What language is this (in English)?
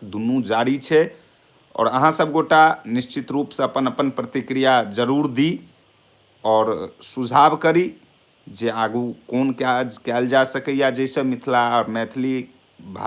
Maithili